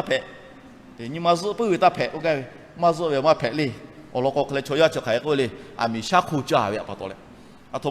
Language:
Lahu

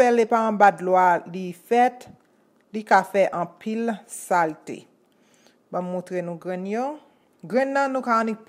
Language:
Haitian Creole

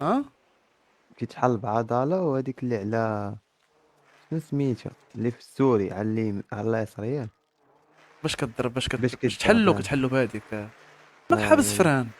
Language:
Moroccan Arabic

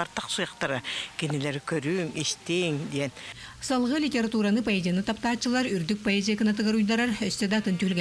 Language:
Yakut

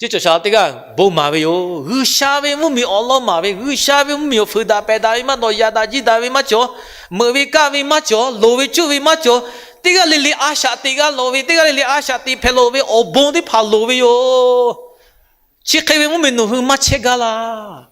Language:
Lahu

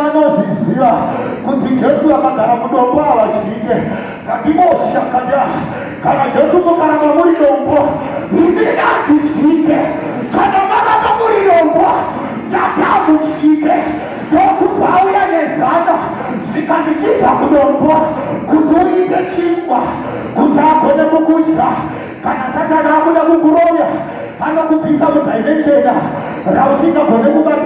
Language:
Shona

